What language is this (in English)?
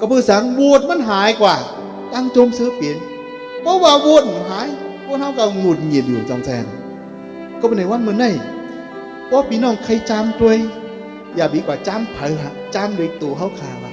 Shan